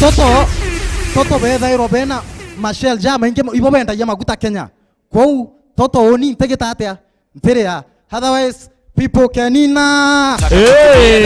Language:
Meru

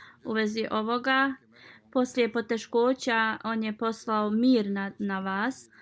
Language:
Bosnian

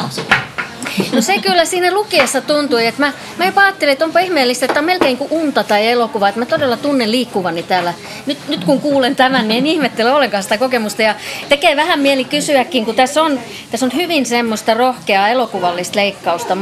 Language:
Finnish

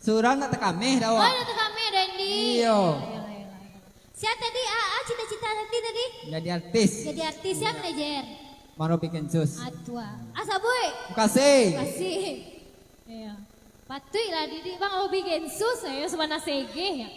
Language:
Minangkabau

